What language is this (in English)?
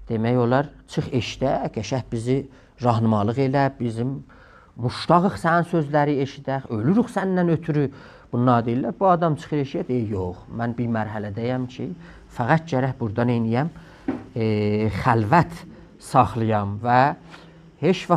South Azerbaijani